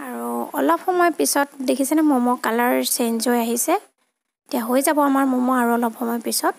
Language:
Assamese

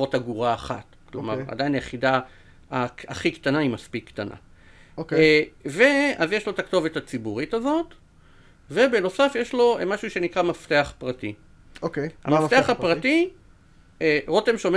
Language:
Hebrew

